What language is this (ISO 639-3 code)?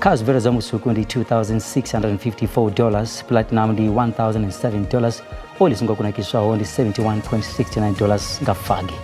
ven